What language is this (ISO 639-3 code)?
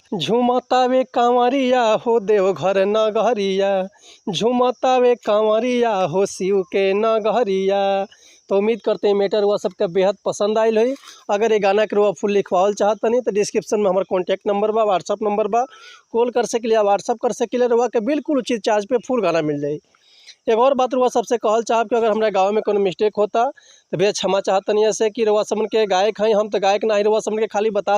bho